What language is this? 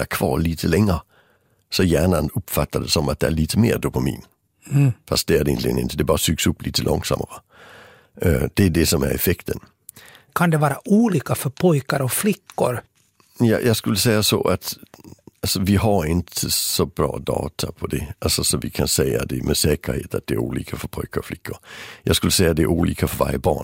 Swedish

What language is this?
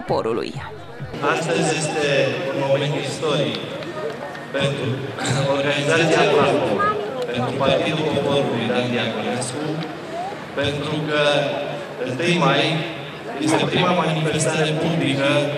Romanian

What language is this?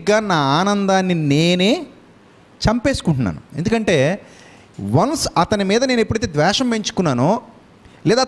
Telugu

